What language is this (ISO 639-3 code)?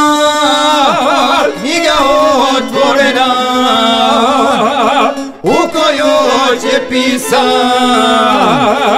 hrv